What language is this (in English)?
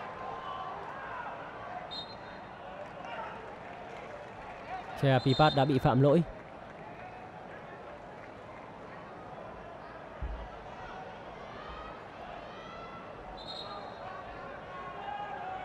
Vietnamese